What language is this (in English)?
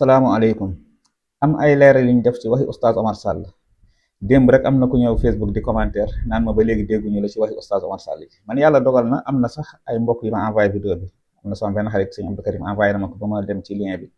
Wolof